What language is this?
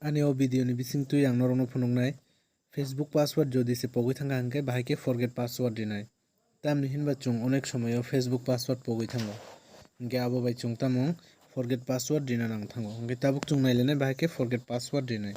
Kok Borok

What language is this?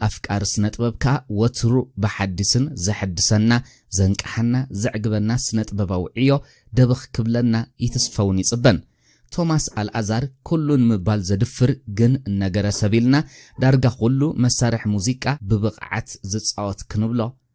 Tigrinya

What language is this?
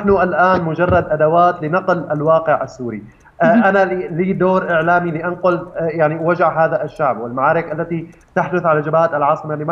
Arabic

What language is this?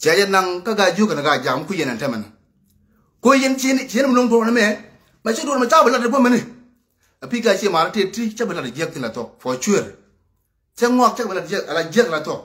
Nuer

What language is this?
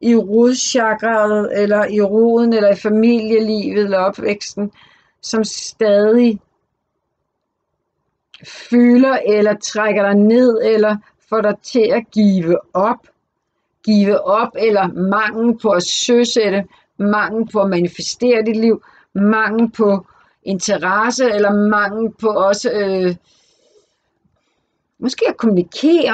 Danish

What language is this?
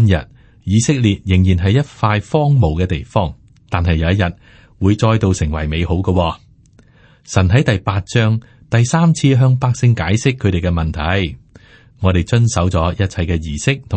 Cantonese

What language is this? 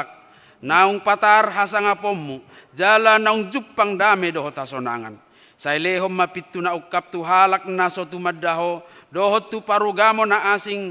Batak Toba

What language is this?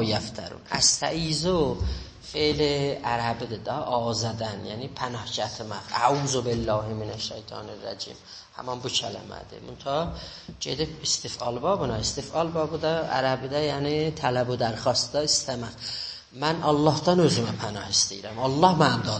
South Azerbaijani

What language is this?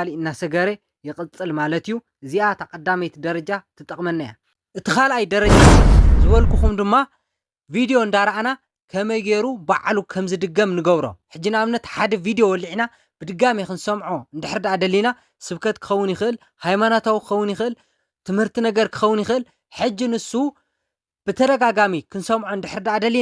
Tigrinya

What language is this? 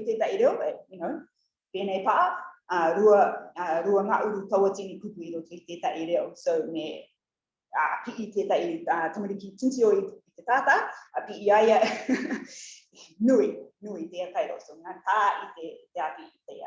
Rarotongan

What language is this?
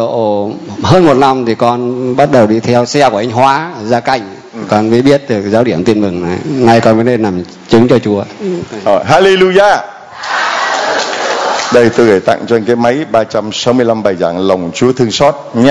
Vietnamese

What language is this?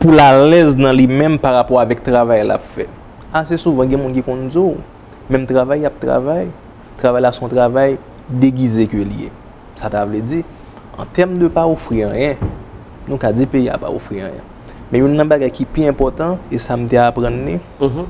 Haitian Creole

